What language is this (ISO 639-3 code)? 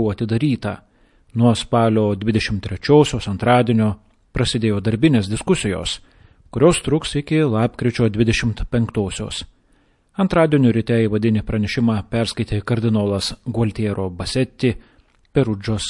lit